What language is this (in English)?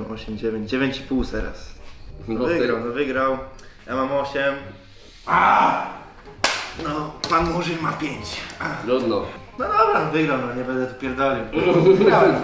Polish